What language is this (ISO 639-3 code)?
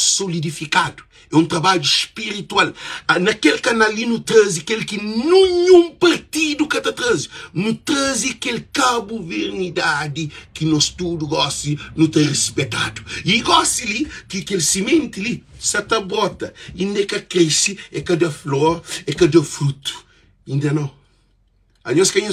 kea